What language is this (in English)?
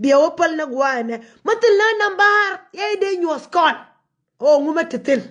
Nuer